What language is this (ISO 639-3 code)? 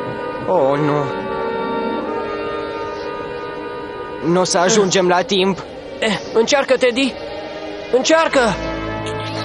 ron